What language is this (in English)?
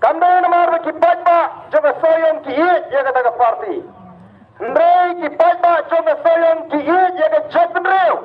Khasi